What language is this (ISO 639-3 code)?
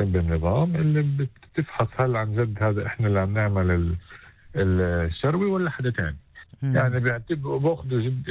apc